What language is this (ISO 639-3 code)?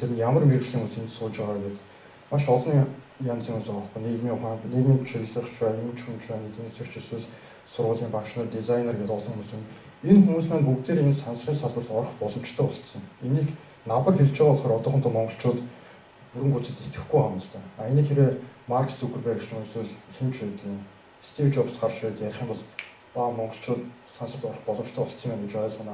mon